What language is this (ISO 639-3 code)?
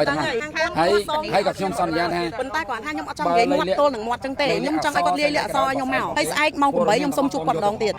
khm